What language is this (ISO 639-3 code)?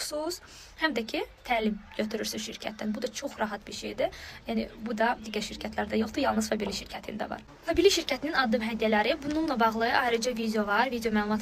aze